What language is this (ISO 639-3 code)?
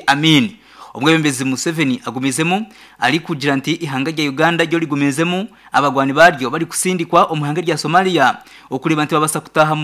nyn